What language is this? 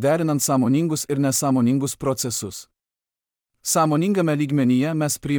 Lithuanian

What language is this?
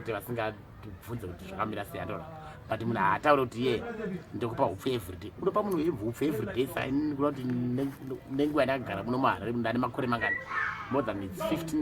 Shona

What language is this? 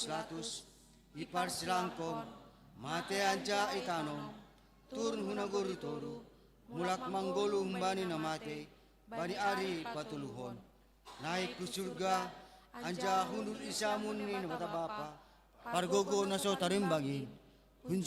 Batak Simalungun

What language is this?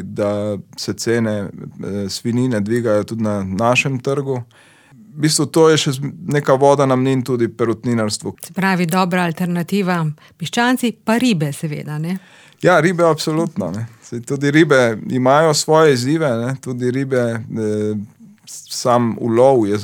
Slovenian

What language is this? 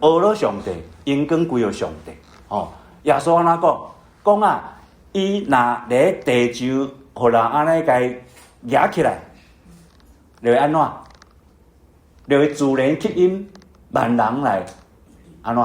Min Nan Chinese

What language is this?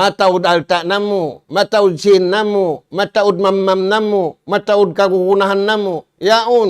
Tausug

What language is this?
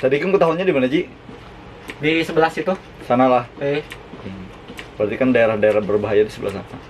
Banjar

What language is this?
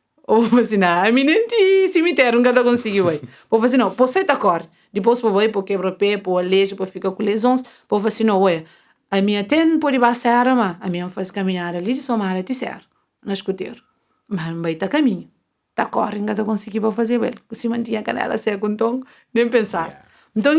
Kabuverdianu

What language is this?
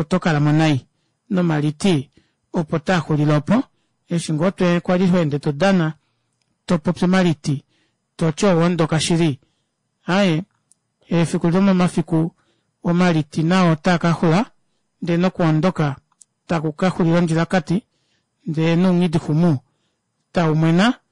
Kuanyama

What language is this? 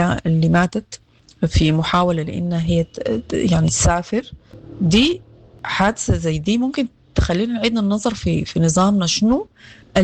Sudanese Arabic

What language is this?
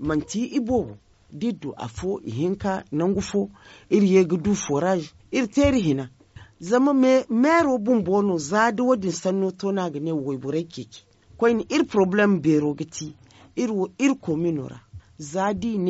Zarma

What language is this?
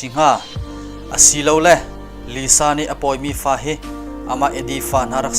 Hakha Chin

